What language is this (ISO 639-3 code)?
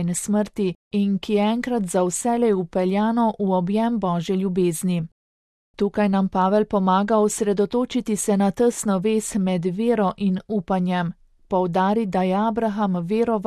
slv